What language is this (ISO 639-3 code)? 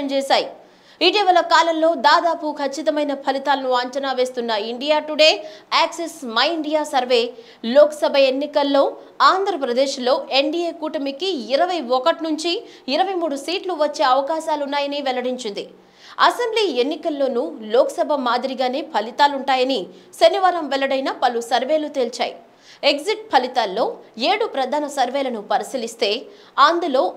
tel